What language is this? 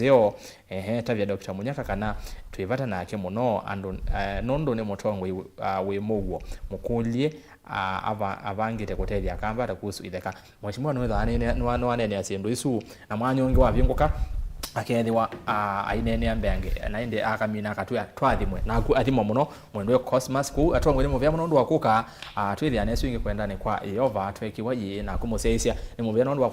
Kamba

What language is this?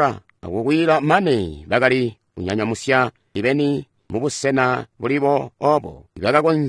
Tonga (Zambia)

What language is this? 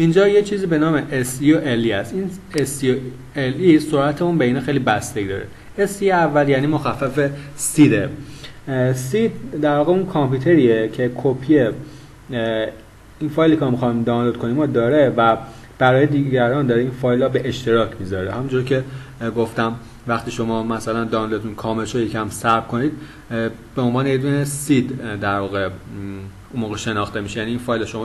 Persian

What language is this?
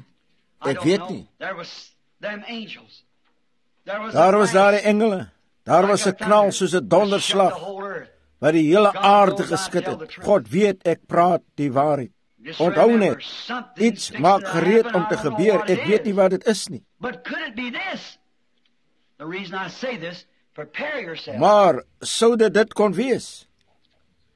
Afrikaans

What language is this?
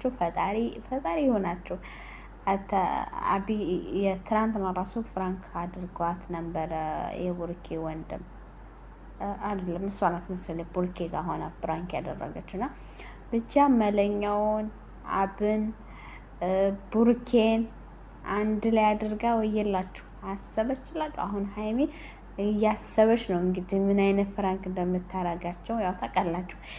Amharic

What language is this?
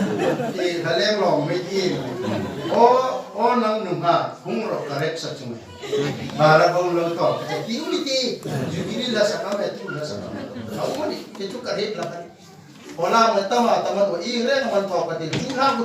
Hmar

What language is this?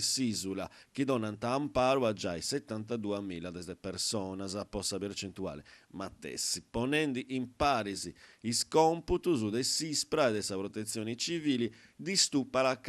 Sardinian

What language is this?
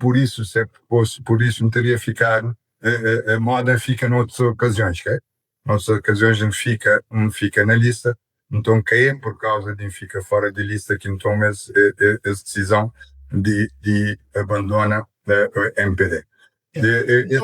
Kabuverdianu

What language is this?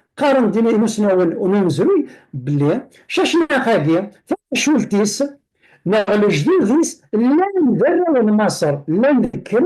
Kabyle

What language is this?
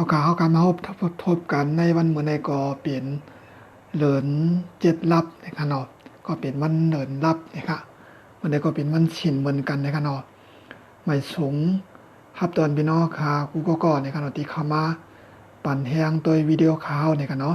Shan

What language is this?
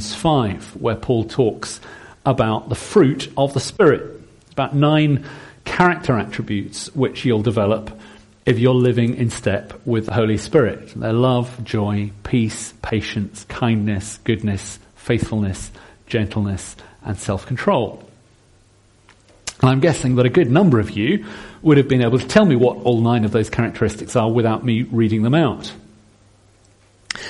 English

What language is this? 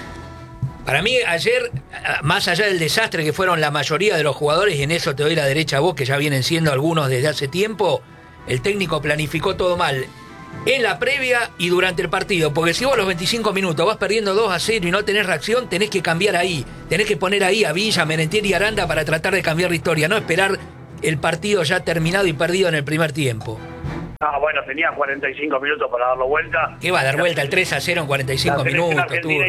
Spanish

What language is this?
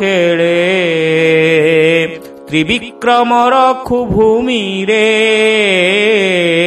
Odia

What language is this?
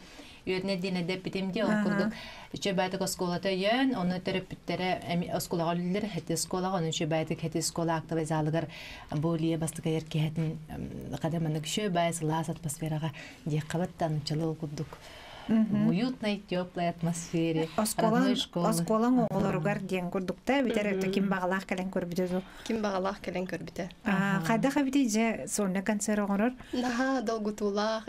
Yakut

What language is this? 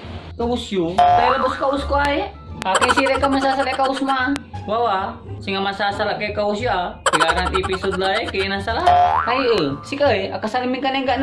Pangasinan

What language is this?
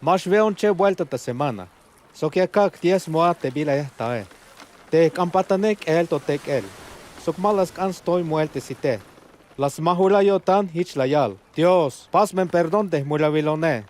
Tzeltal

